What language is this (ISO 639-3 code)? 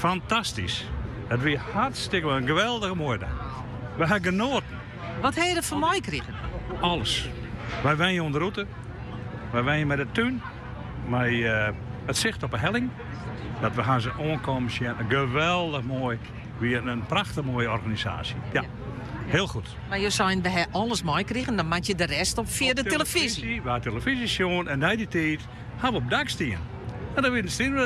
fry